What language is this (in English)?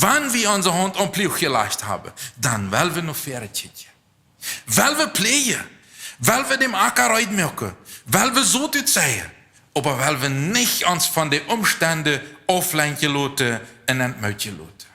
Plautdietsch